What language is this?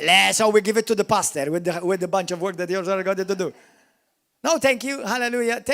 English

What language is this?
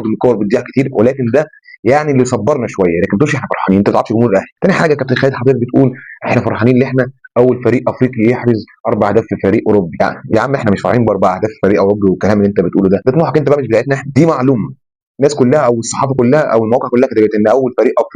Egyptian Arabic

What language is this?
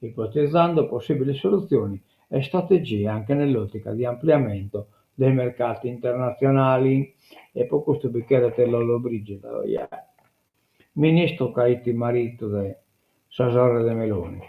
Sardinian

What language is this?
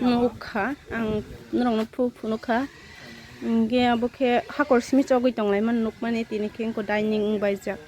Kok Borok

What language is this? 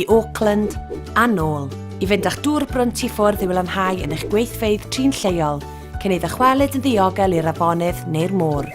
Welsh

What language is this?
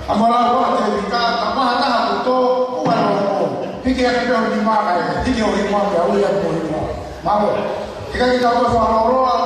Tongan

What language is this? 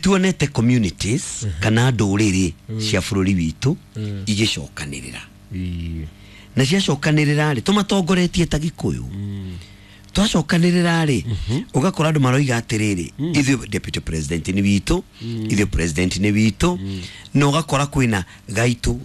Kikuyu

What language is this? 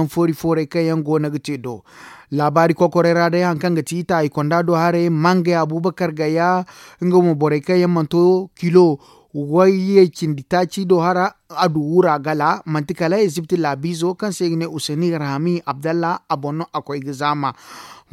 Zarma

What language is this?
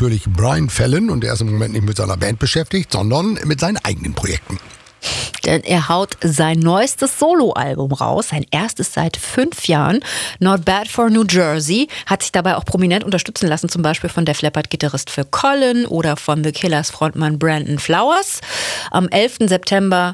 German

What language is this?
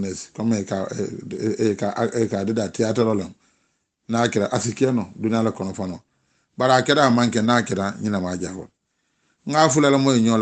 Mandingo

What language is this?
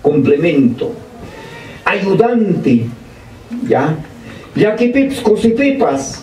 Ayacucho Quechua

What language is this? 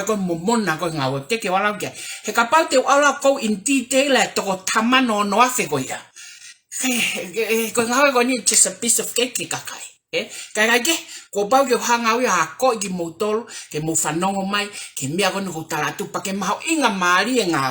Tongan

